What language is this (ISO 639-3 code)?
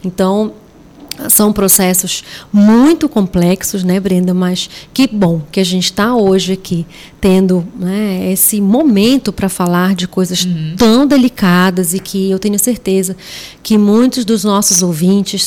por